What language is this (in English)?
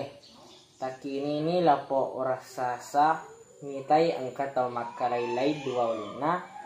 Buginese